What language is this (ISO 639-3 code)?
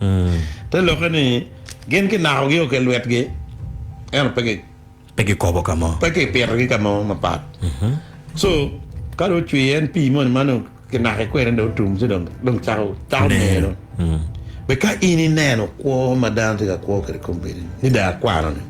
ach